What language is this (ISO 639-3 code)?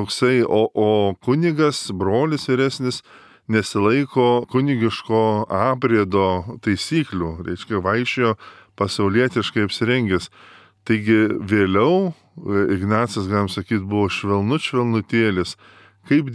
lit